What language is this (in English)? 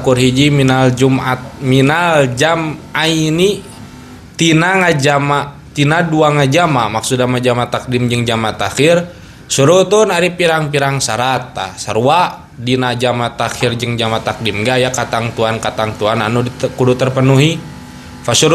Sundanese